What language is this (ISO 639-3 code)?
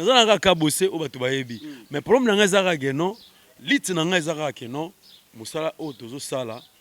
lin